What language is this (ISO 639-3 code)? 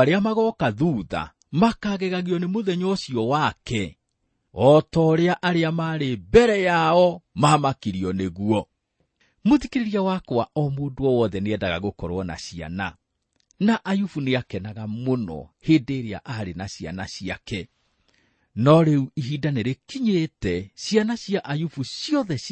kik